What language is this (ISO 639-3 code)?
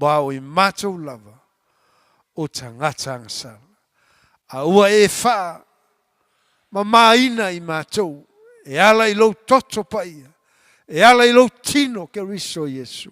smo